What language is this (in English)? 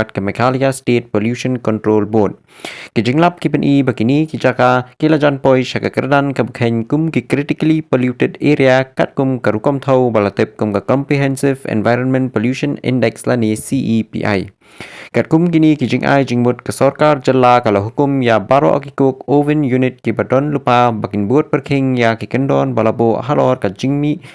Khasi